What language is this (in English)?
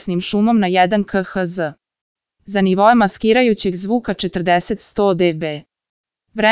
Croatian